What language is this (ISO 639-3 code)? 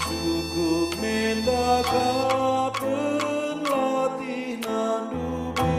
btx